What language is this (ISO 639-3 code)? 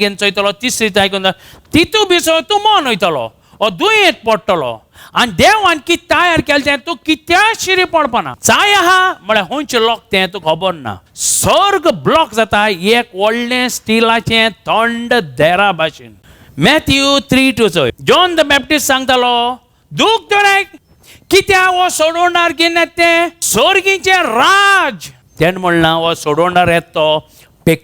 kok